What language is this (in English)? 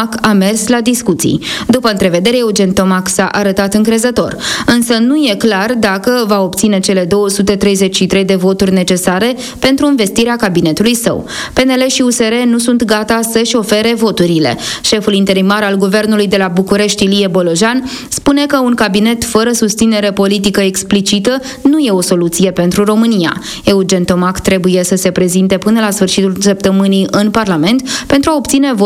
Romanian